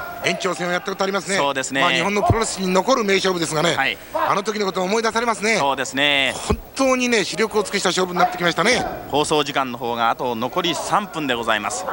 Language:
Japanese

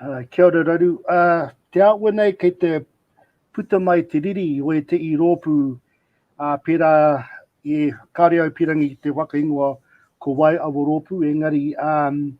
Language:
Māori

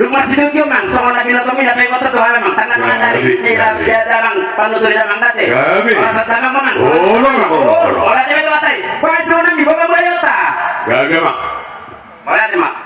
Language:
Batak Toba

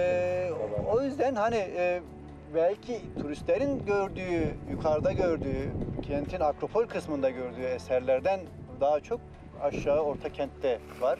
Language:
Turkish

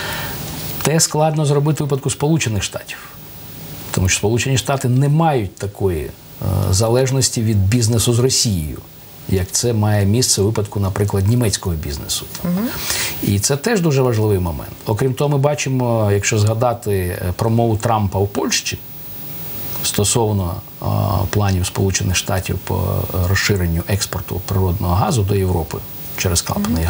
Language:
Ukrainian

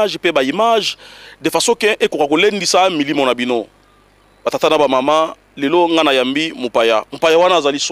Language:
Lingala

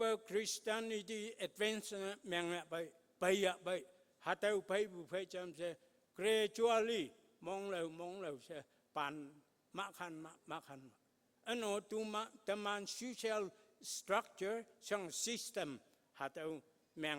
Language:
Konyak Naga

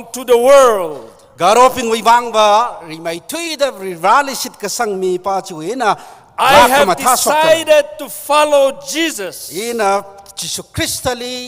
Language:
Tangkhul Naga (India)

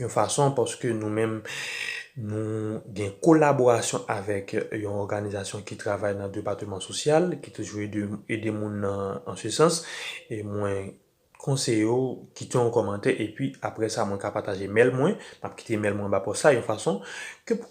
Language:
Haitian Creole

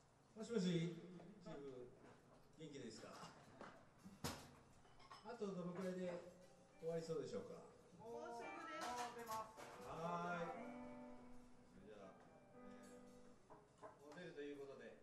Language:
Japanese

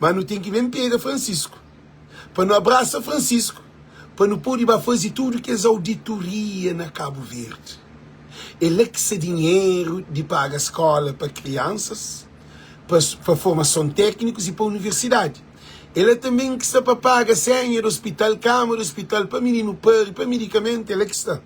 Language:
Kabuverdianu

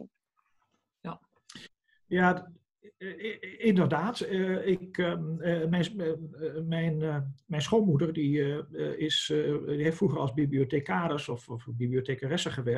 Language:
Dutch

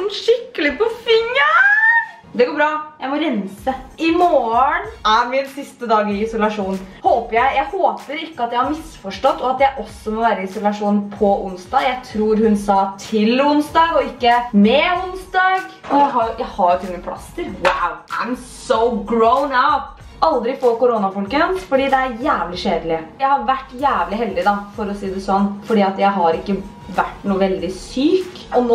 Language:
Norwegian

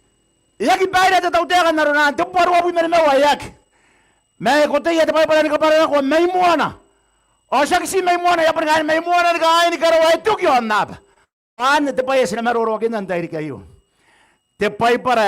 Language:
Gilbertese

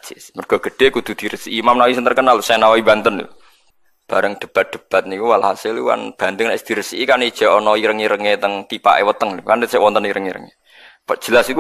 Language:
Javanese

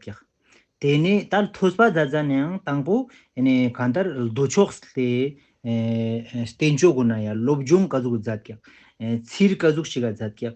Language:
Ladakhi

